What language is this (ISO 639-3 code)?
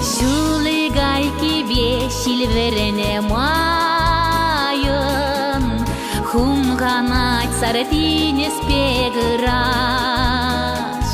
chv